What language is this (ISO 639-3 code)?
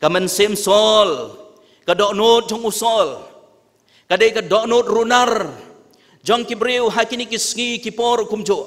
kha